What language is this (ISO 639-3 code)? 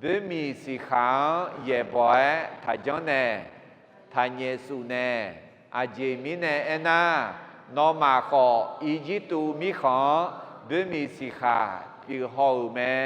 ahk